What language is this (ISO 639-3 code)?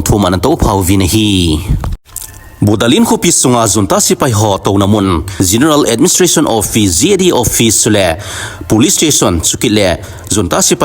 tcz